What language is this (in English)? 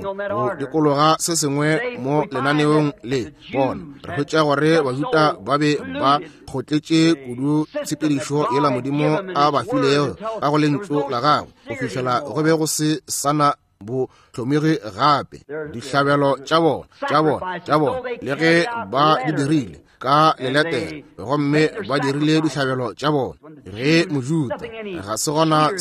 Northern Sotho